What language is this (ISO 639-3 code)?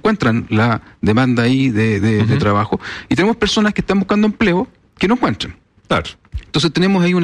spa